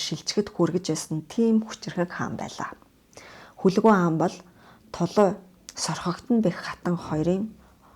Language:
Mongolian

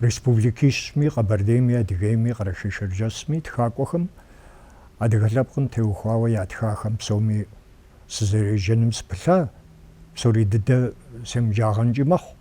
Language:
Kabardian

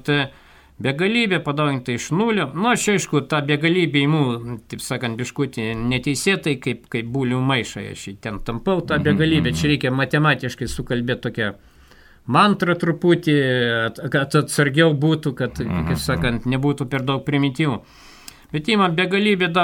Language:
Lithuanian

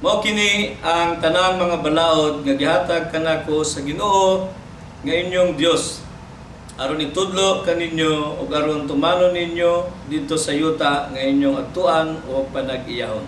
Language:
Cebuano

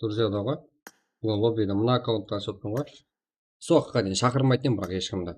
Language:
Kara-Kalpak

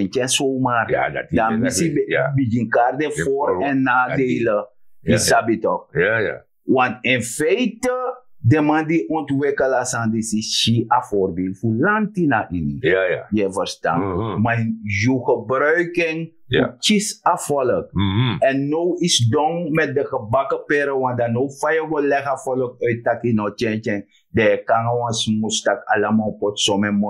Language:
Sranan Tongo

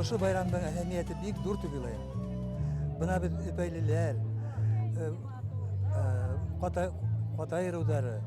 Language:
Bashkir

